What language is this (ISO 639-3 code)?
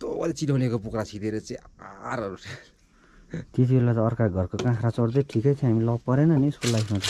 nep